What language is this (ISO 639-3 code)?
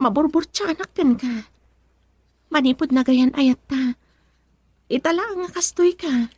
ilo